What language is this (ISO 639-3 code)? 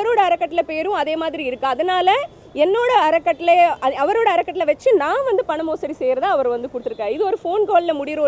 tam